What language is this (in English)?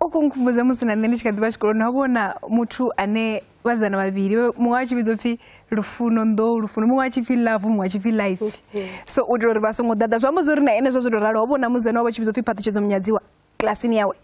Venda